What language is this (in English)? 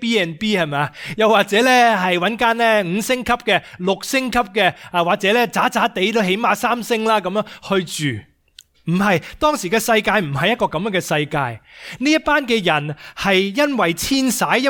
Cantonese